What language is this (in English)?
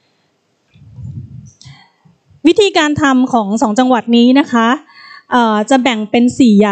Thai